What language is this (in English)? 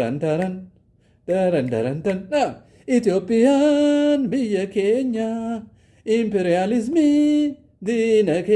Amharic